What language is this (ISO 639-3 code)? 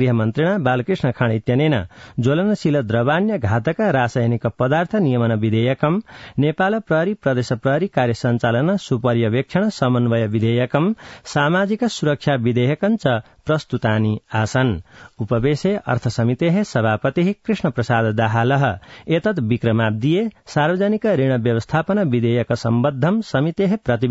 san